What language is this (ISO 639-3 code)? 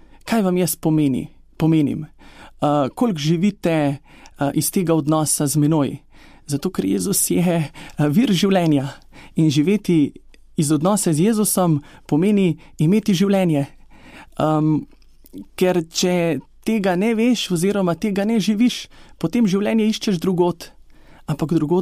slv